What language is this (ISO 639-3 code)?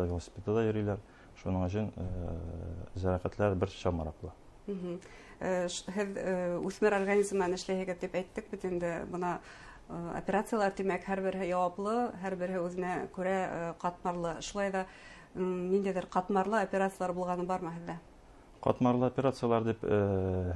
bak